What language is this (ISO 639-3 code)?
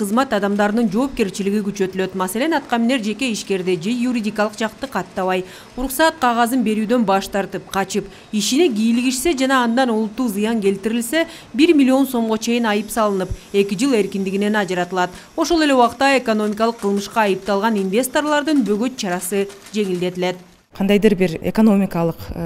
kir